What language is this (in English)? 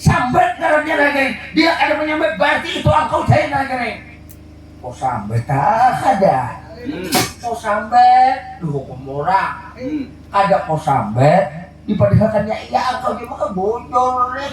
Banjar